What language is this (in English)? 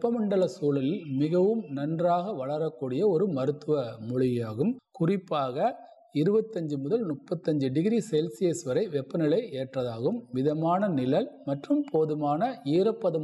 Tamil